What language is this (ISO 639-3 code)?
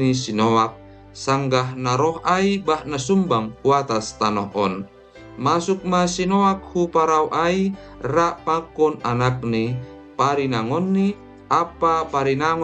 bts